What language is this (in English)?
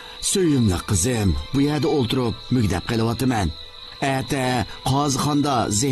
Uyghur